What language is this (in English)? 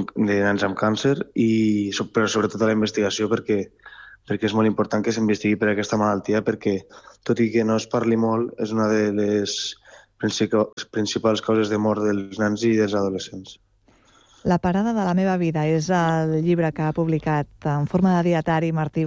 Catalan